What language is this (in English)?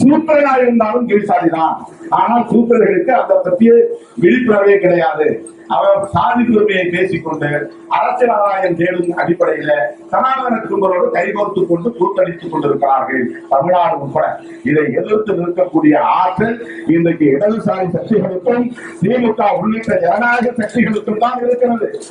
Tamil